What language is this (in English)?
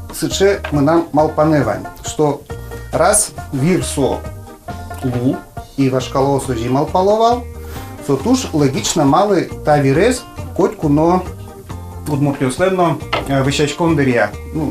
Udmurt